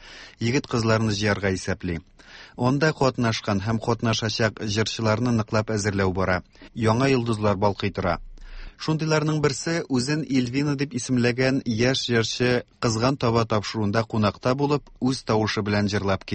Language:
Tatar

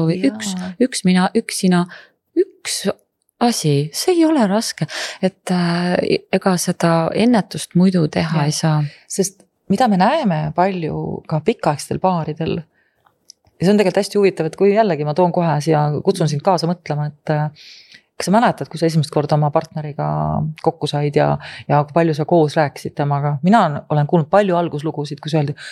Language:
Estonian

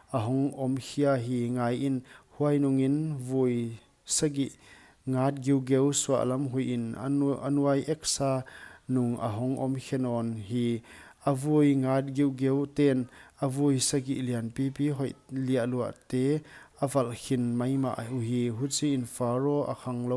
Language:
Paite Chin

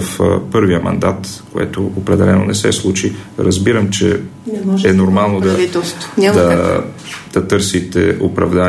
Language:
Bulgarian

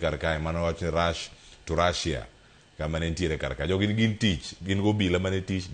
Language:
Luo (Kenya and Tanzania)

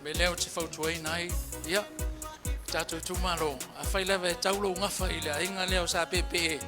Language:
Samoan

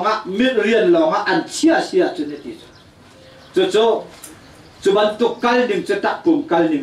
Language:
Hakha Chin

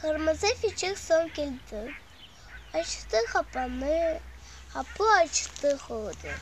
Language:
Crimean Tatar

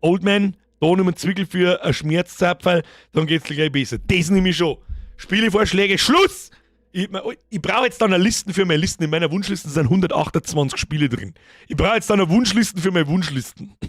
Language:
Bavarian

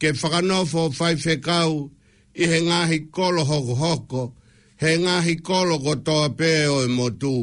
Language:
Tongan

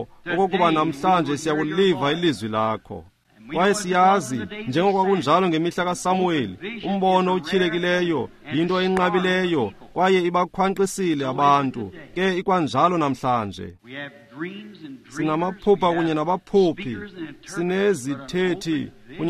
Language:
Xhosa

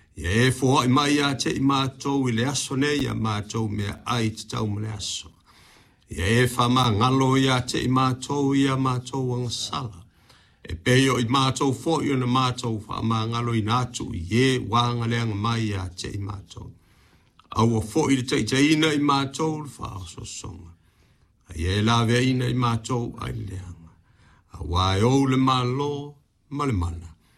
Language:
Samoan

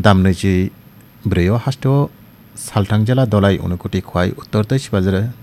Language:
Kok Borok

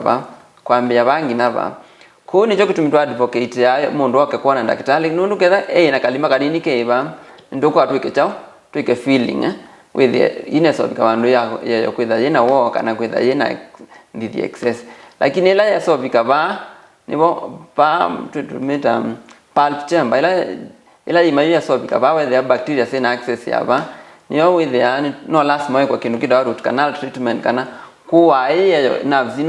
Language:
Kamba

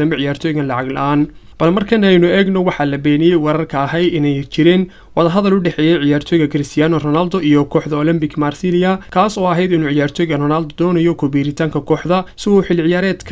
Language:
Somali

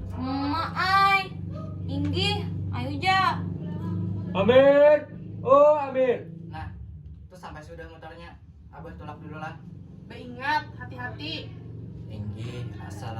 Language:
Banjar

